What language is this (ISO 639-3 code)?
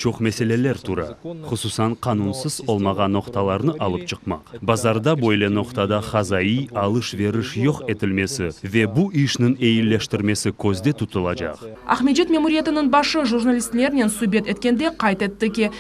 crh